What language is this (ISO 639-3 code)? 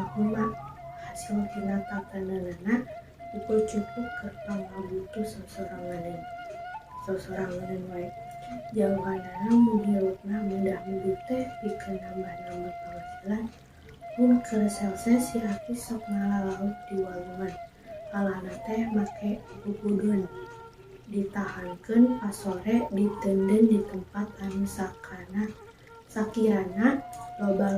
sun